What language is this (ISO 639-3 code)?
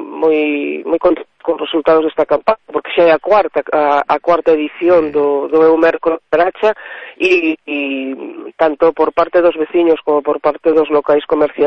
glg